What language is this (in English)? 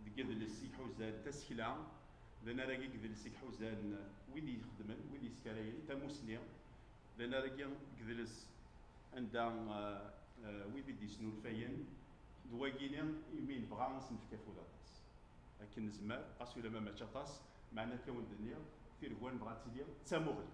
Kabyle